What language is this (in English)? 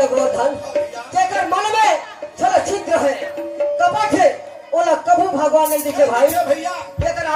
Chhattisgarhi